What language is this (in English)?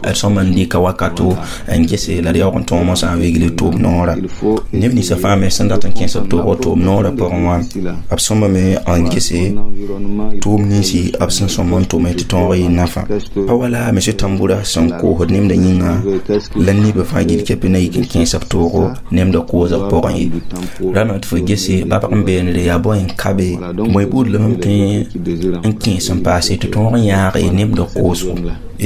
Mossi